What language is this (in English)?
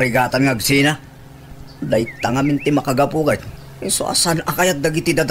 Iloko